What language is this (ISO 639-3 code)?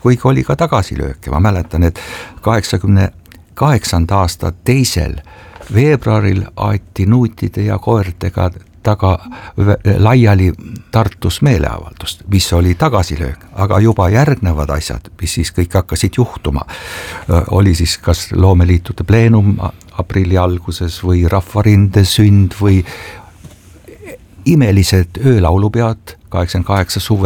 est